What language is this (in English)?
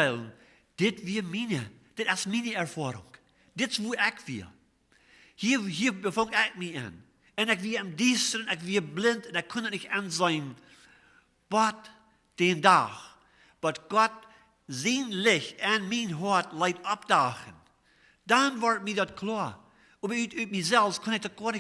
Plautdietsch